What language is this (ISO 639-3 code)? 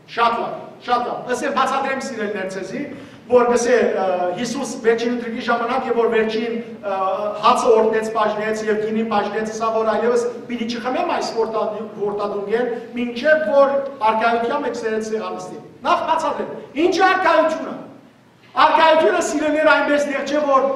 hyw